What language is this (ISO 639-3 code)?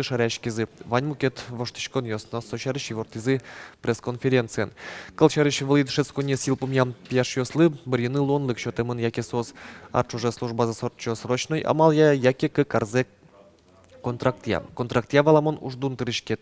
udm